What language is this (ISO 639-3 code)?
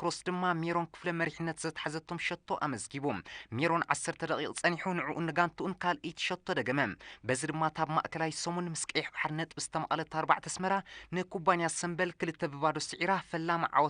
tir